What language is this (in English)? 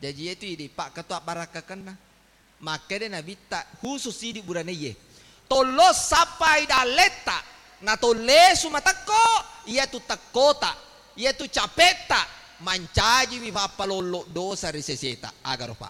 Buginese